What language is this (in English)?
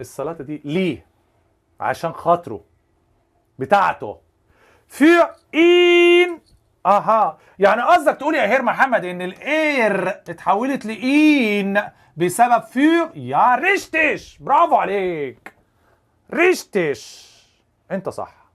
Egyptian Arabic